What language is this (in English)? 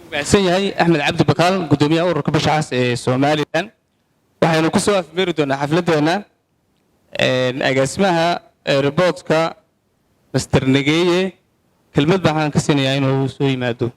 Somali